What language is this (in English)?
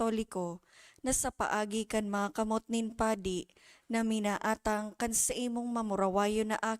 Bikol